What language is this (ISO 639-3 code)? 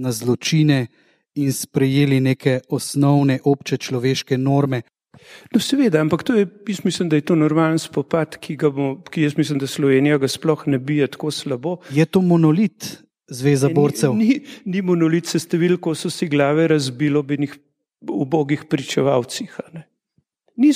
slv